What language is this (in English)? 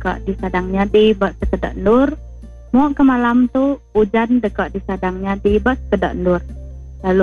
Iban